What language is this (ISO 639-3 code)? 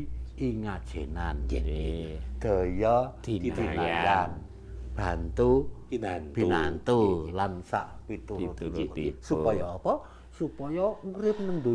jav